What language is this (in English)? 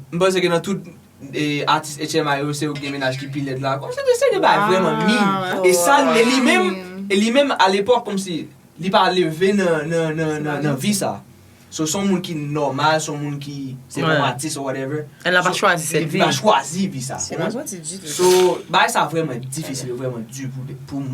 Haitian Creole